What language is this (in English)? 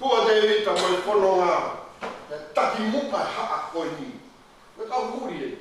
Tongan